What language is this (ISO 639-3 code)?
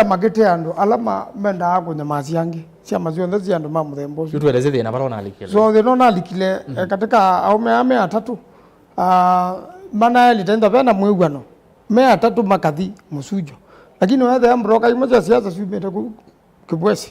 kam